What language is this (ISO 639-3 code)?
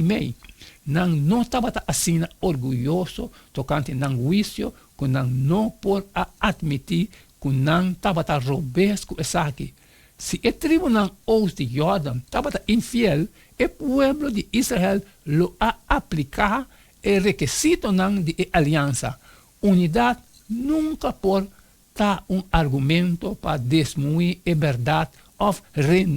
pap